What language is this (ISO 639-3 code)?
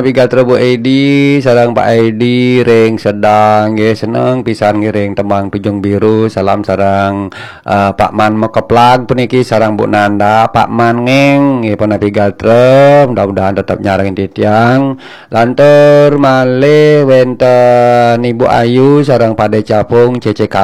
ban